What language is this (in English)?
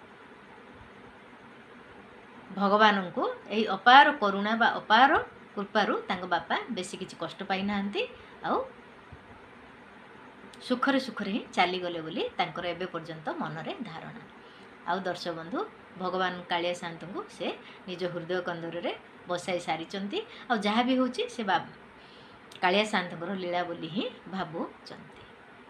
Odia